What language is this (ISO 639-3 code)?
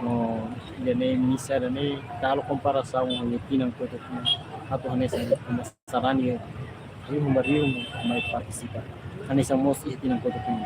tet